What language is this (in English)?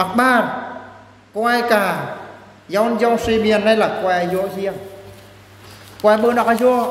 Eastern Bru